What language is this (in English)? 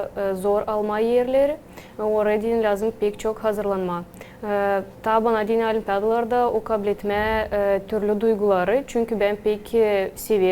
Gagauz